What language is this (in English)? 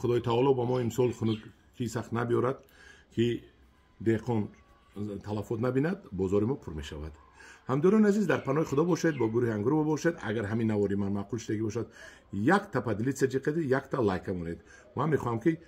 Tajik